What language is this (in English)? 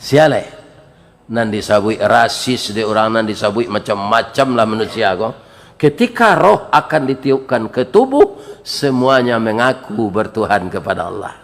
Minangkabau